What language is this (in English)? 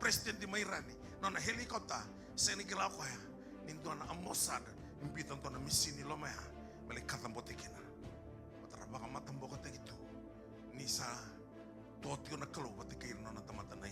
Fijian